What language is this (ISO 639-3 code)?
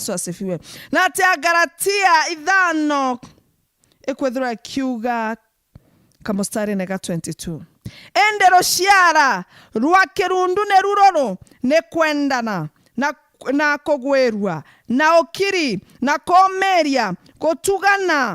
mer